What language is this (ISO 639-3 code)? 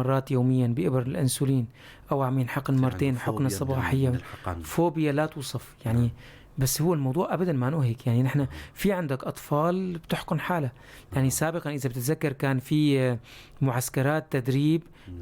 apc